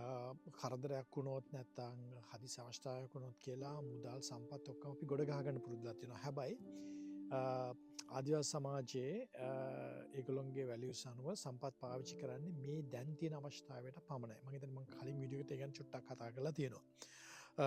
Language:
Sinhala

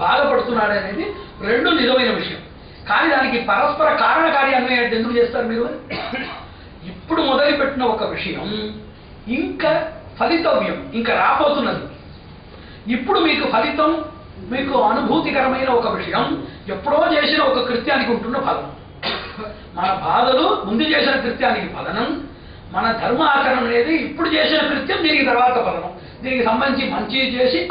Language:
Telugu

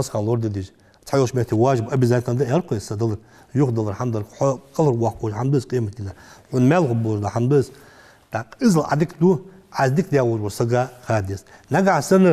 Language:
Ingush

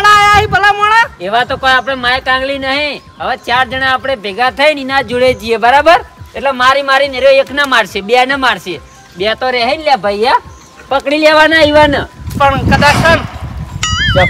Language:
Gujarati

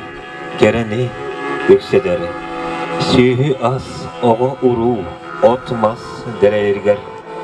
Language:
Yakut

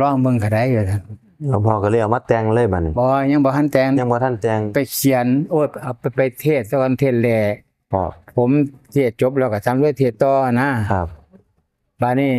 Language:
Northeastern Thai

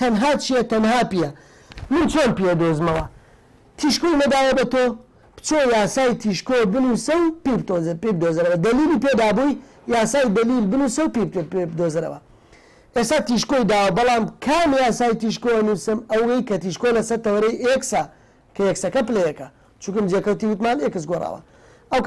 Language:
Central Kurdish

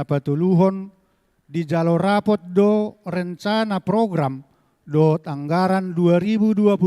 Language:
Batak Toba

